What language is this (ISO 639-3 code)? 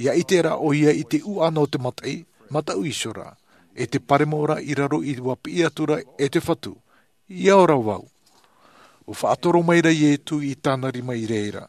tah